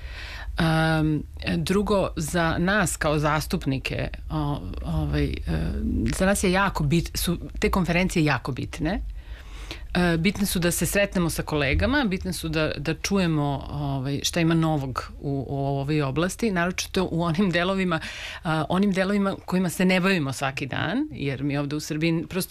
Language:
Serbian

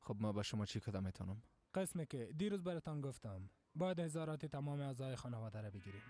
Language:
Persian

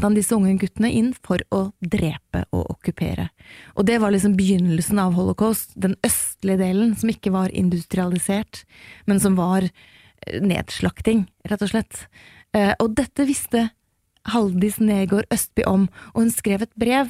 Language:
Norwegian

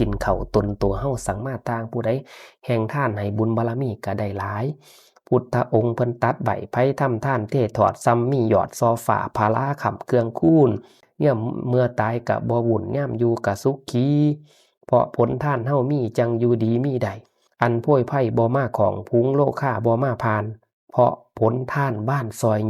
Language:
Northeastern Thai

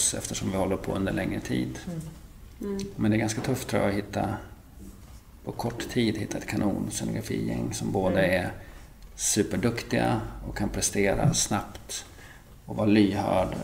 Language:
Swedish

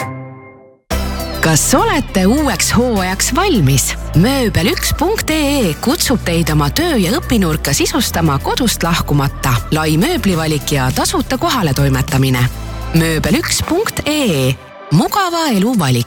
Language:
Estonian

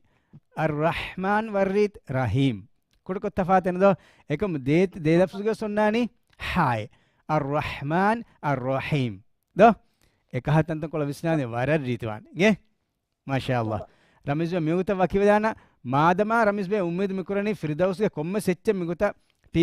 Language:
Divehi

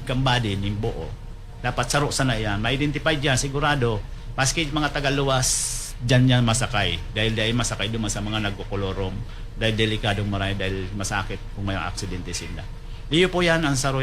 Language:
Bikol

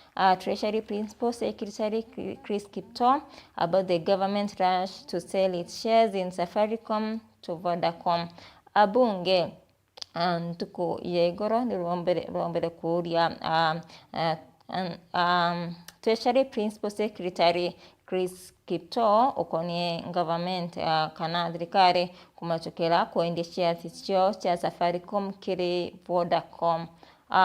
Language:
Meru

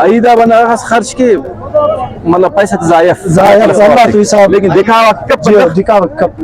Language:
Brahui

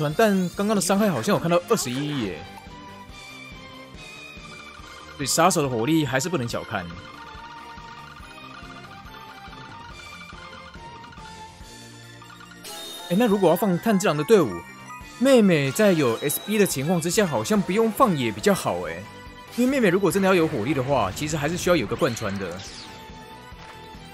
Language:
Chinese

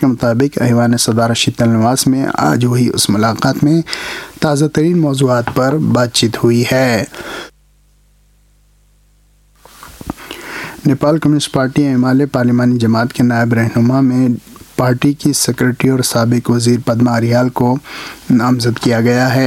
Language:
Urdu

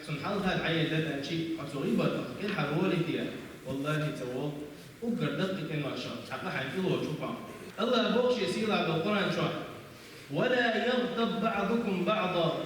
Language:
Chechen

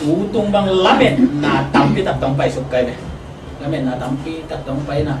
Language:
Tedim Chin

